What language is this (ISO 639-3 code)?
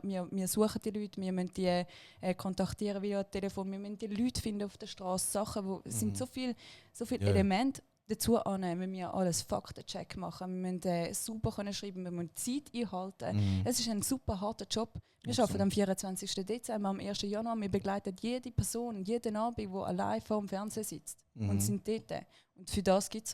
gsw